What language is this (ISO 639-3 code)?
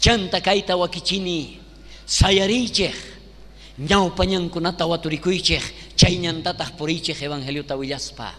quh